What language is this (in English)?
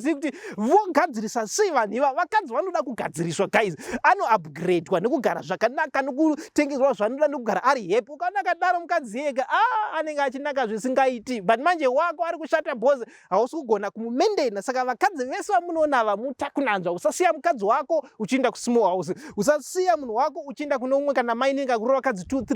Shona